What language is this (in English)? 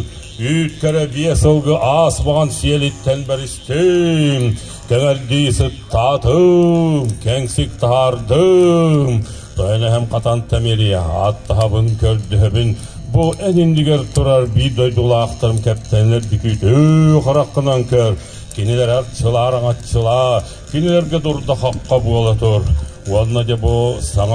Yakut